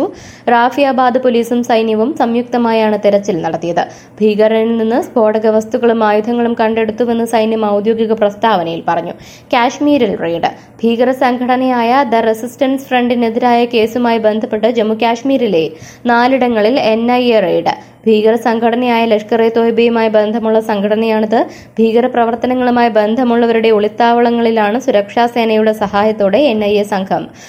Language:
Malayalam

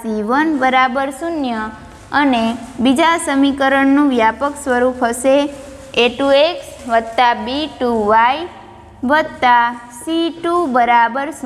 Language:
Gujarati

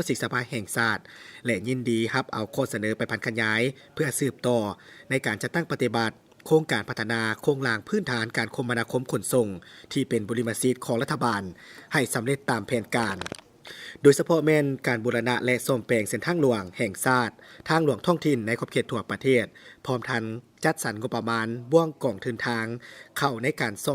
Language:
Lao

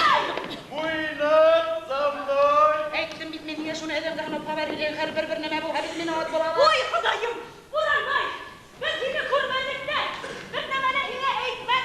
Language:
Bashkir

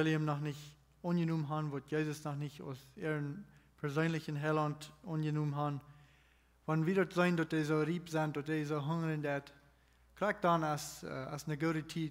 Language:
Plautdietsch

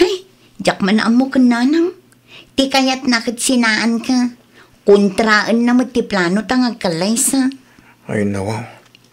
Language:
Iloko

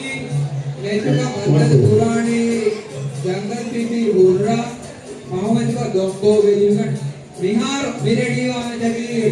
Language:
Divehi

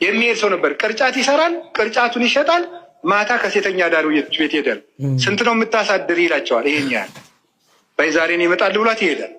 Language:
Amharic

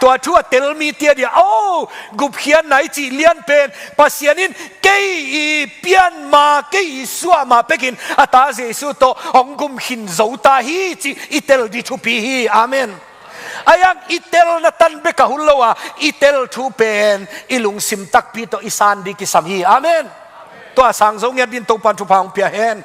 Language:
Tedim Chin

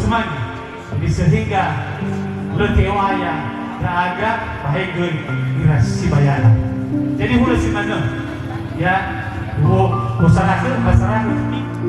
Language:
Nias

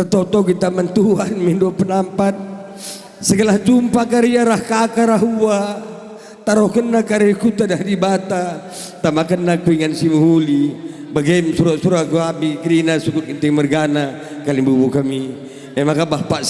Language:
Batak Karo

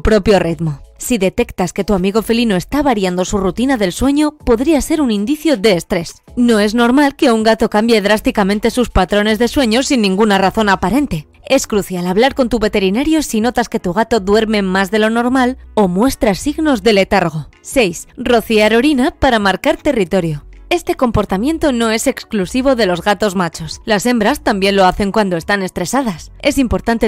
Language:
Spanish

